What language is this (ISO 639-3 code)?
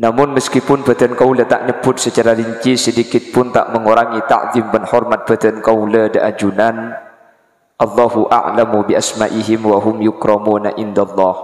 mad